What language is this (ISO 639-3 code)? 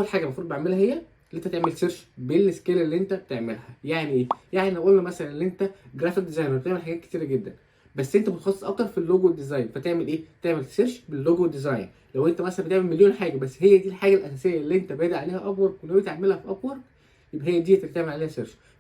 arz